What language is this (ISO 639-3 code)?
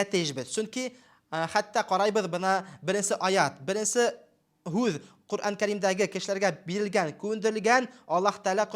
bak